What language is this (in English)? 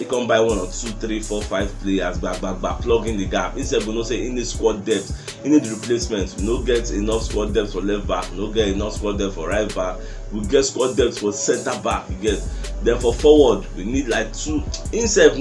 Nigerian Pidgin